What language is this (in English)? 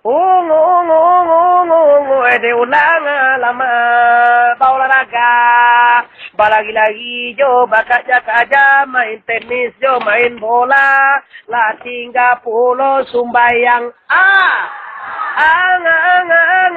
Minangkabau